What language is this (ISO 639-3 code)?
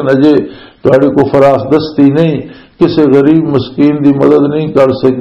lah